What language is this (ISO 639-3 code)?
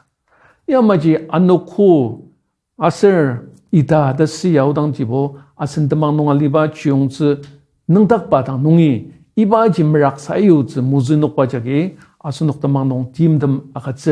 njo